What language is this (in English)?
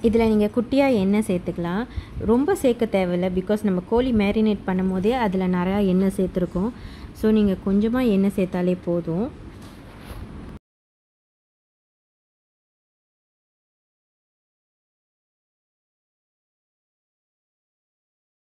Tamil